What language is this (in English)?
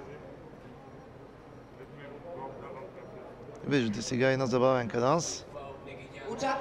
Bulgarian